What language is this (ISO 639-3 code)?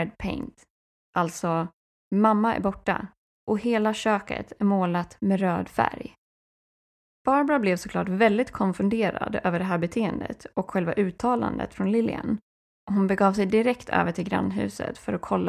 swe